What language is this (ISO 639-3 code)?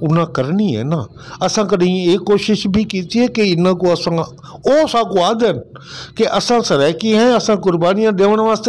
skr